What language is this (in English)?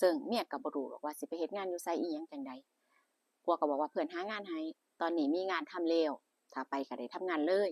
Northeastern Thai